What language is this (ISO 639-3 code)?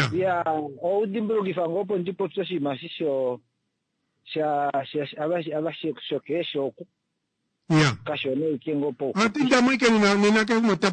kua